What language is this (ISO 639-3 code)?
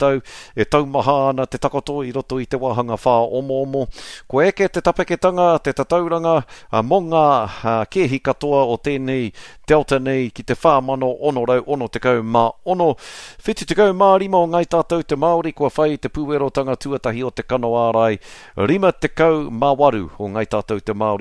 mri